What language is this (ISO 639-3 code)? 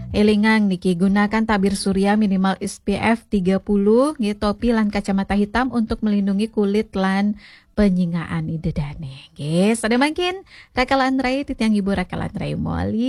ban